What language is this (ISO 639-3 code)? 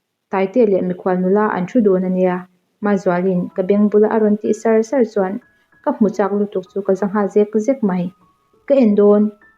lus